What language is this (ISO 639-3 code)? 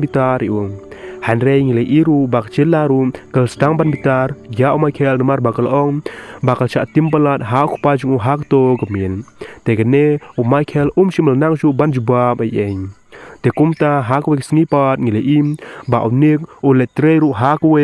kha